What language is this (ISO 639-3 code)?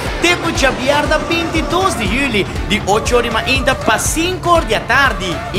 pap